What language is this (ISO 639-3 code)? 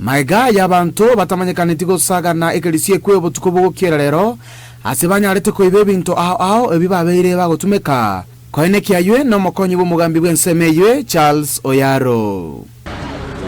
guz